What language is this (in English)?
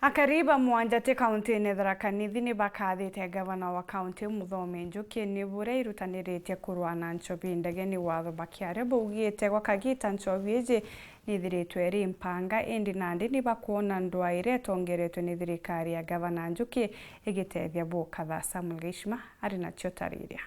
Meru